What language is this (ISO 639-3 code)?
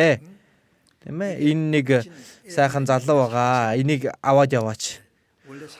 mon